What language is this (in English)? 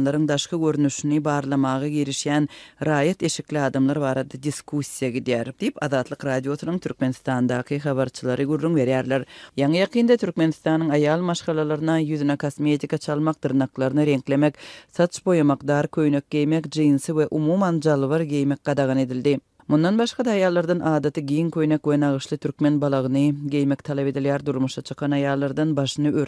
Turkmen